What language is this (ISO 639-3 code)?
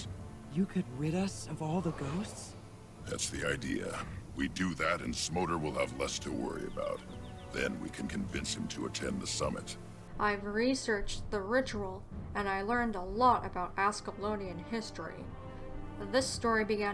eng